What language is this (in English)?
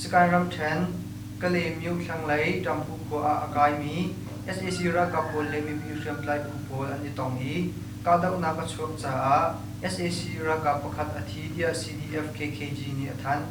Hakha Chin